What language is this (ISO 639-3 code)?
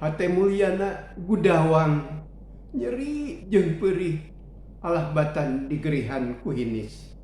sun